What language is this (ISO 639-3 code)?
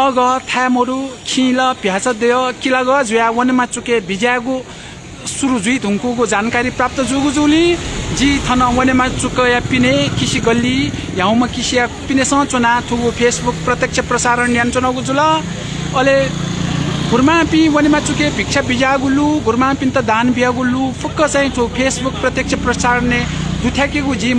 new